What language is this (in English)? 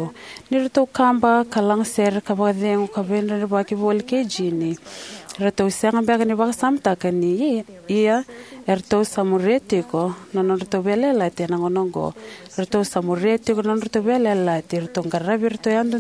Fijian